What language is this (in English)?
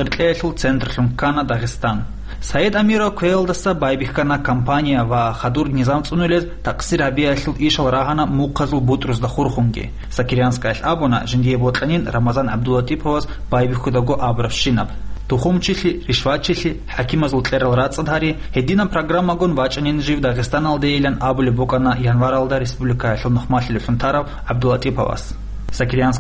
Avaric